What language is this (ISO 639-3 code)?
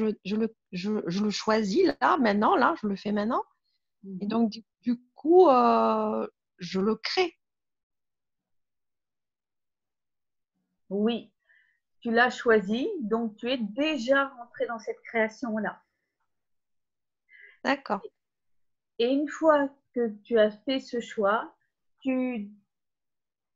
fra